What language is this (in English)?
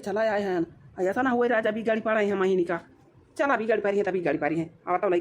Awadhi